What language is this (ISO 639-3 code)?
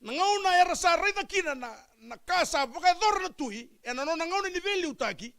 fij